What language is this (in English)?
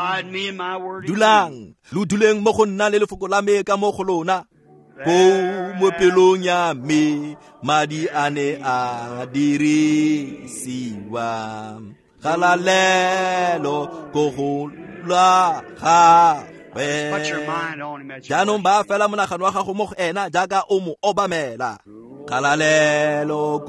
Tswana